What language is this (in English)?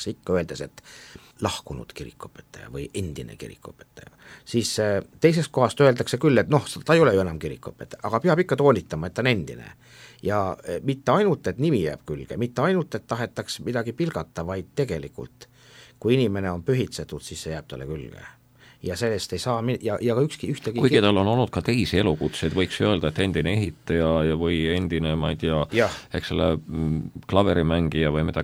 Estonian